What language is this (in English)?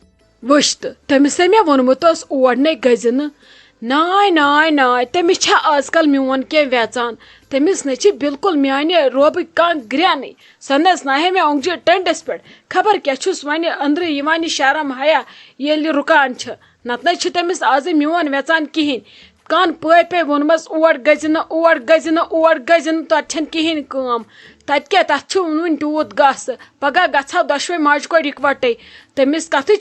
Kashmiri